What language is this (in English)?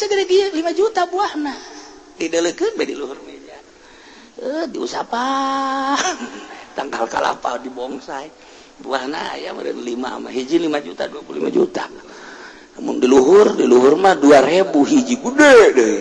Sundanese